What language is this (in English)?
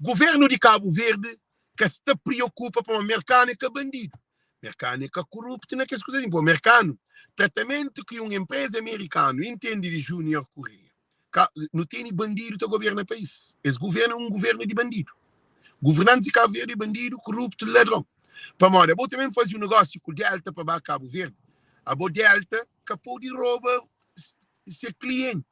Kabuverdianu